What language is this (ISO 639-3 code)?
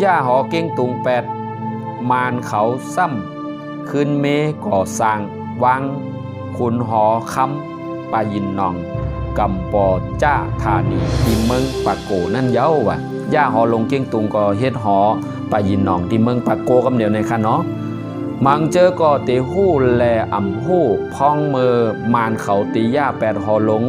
shn